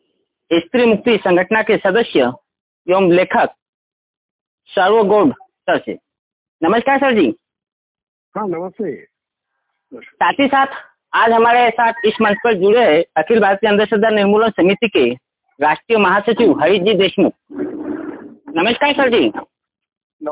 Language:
Hindi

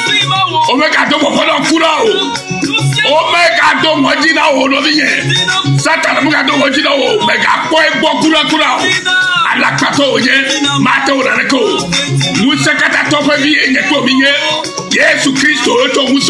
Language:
Ewe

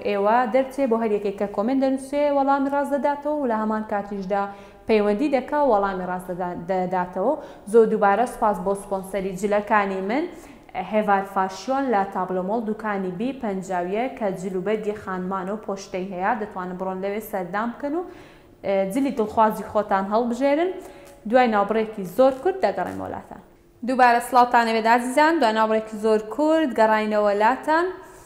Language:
Central Kurdish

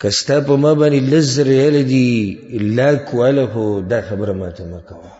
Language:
Pashto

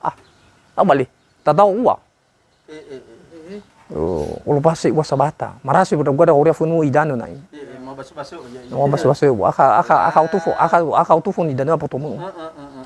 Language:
Nias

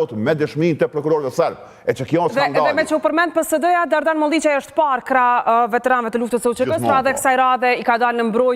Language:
Albanian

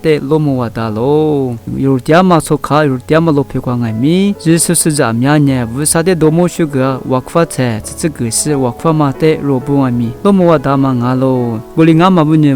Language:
Lisu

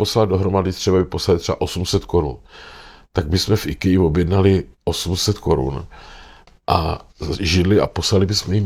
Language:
Czech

